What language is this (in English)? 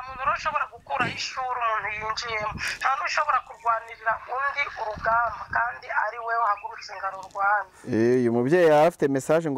Kinyarwanda